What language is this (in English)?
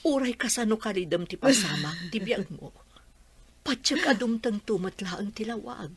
Iloko